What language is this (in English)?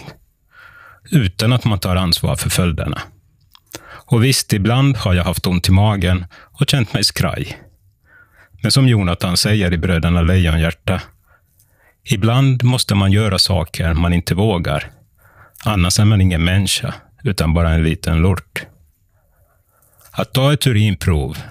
Swedish